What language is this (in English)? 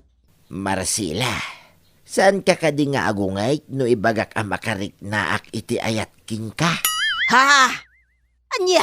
Iloko